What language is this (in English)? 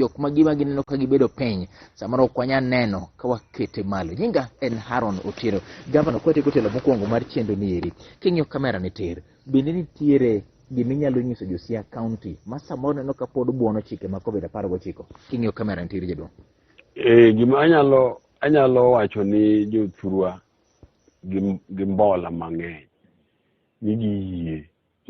Luo (Kenya and Tanzania)